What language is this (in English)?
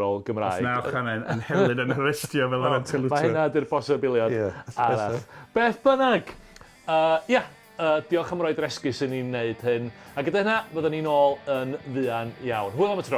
Welsh